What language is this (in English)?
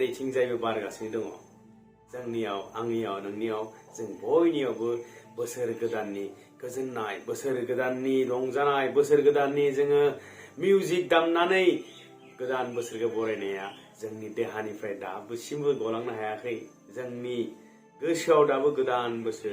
Bodo